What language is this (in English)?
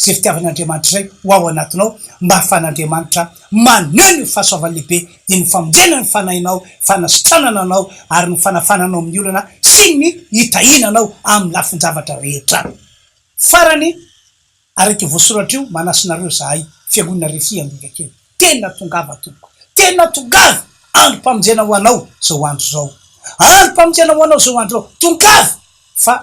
Malagasy